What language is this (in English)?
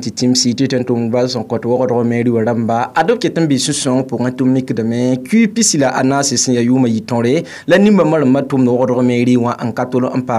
Mossi